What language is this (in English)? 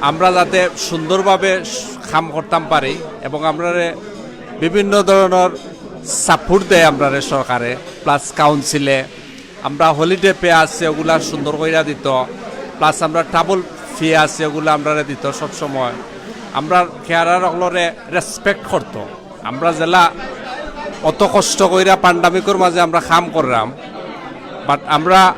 Sylheti